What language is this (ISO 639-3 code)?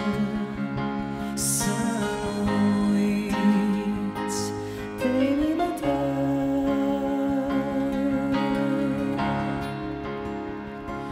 ron